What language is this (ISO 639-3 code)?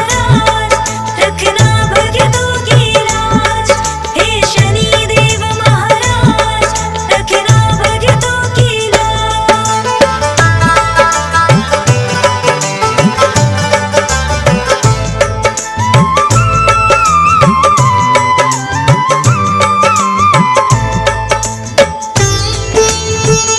hin